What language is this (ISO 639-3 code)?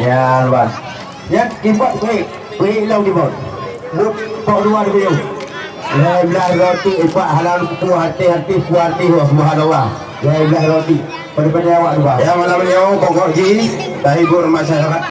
ace